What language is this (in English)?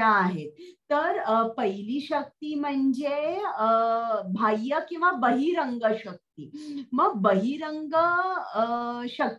Marathi